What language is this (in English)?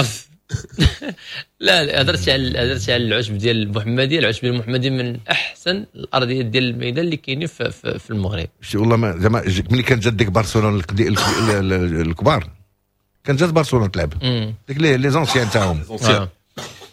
Moroccan Arabic